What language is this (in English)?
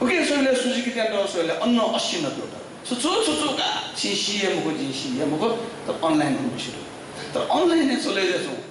Newari